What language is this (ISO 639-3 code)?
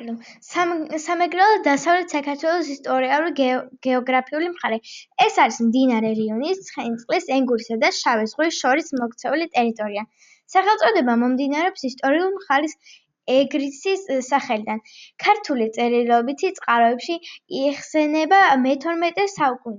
kat